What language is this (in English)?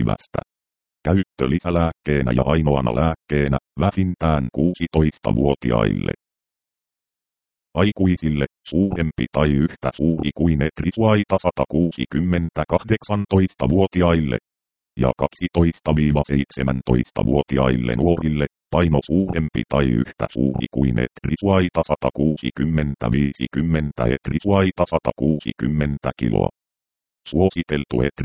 Finnish